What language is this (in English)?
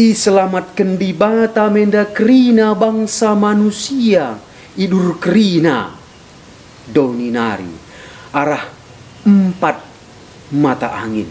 Batak Karo